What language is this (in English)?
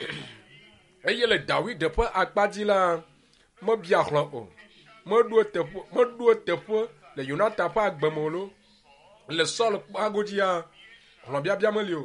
Ewe